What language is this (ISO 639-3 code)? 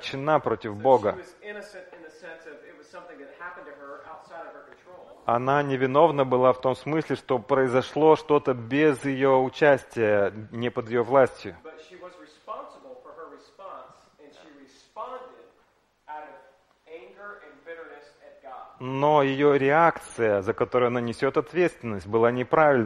rus